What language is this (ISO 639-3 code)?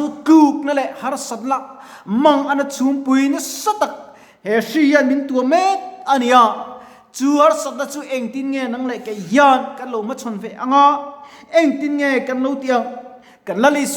lus